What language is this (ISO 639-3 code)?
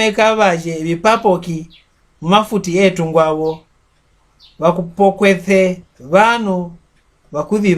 mck